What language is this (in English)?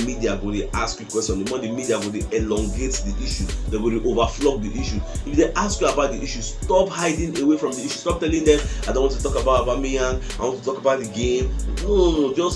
Nigerian Pidgin